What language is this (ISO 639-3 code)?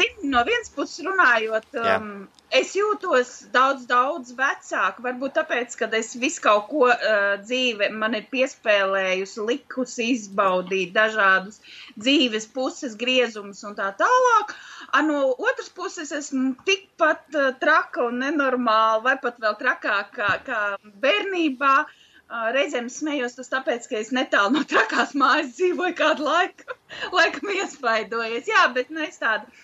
lav